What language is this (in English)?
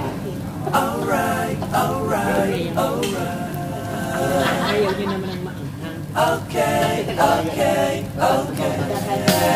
Filipino